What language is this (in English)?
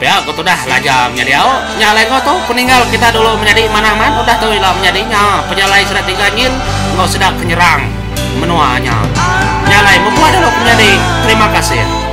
Iban